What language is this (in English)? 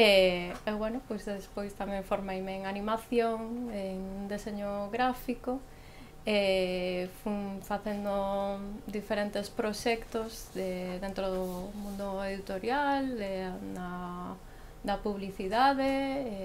Galician